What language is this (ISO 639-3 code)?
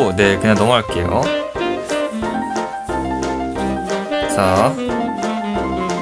kor